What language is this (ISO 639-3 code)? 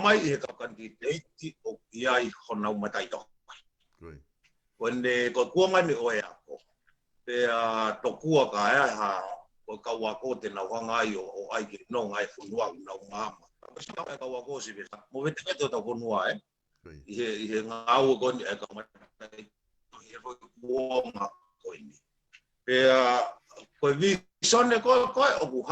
ton